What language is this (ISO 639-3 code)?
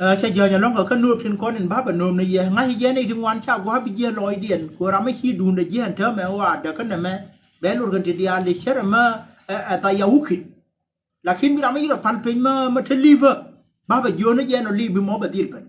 nus